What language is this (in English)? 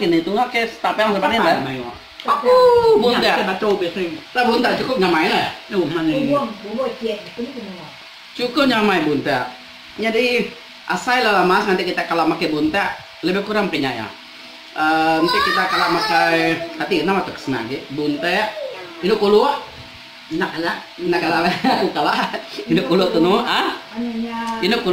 Iban